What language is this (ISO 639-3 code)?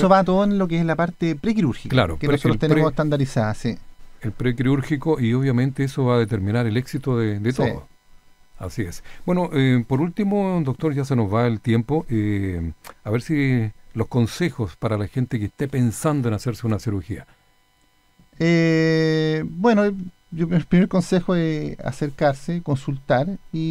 spa